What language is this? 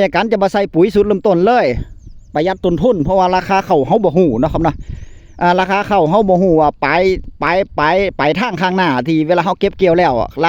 Northeastern Thai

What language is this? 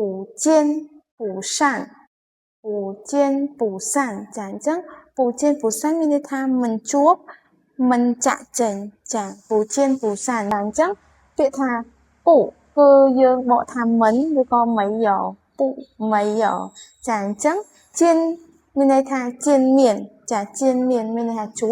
Khmer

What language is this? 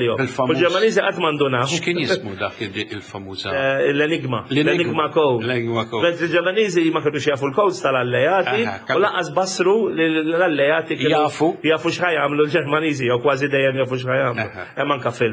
Maltese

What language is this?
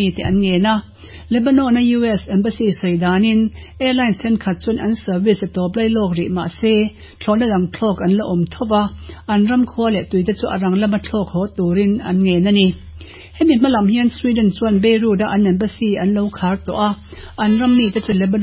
Mizo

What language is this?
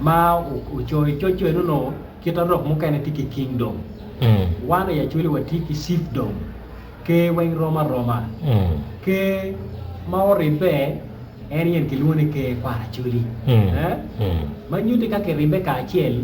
Acoli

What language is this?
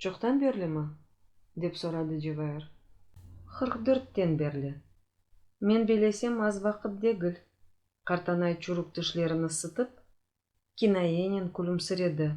Crimean Tatar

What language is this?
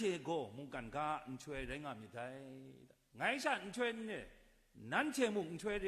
Kachin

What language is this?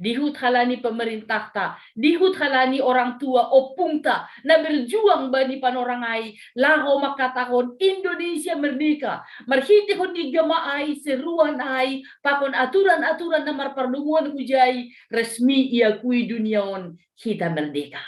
Batak Simalungun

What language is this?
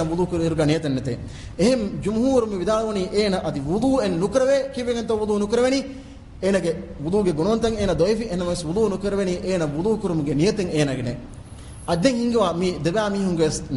Divehi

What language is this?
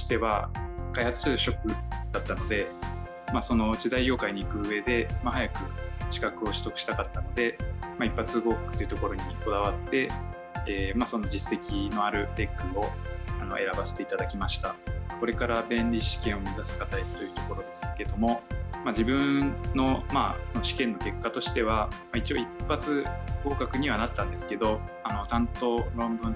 Japanese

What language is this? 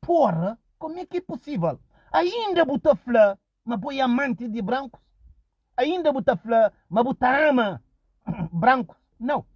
Kabuverdianu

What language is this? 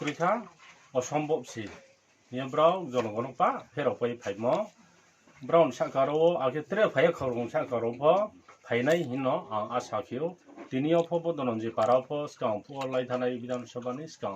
Kok Borok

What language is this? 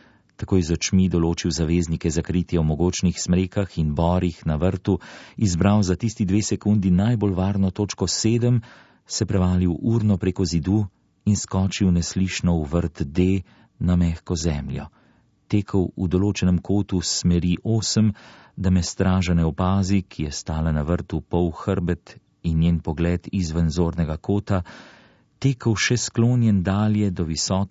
Slovenian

